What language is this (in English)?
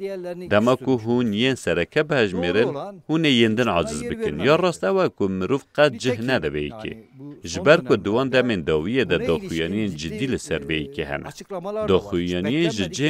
Kurdish